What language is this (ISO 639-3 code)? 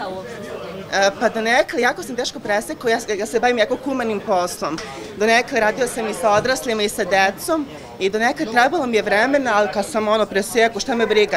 srp